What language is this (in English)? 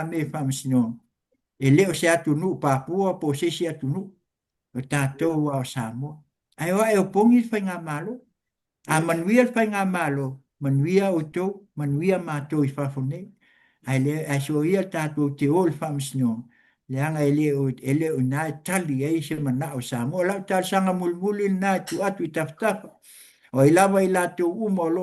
Samoan